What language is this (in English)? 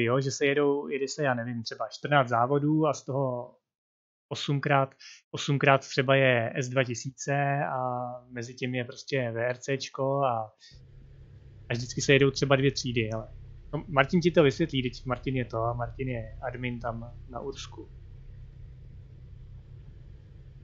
Czech